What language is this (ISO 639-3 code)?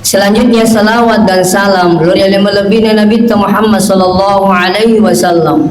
bug